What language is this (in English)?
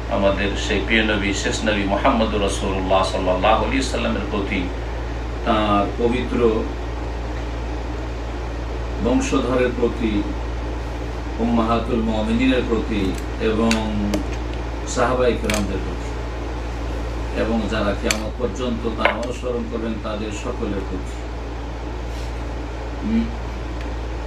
Bangla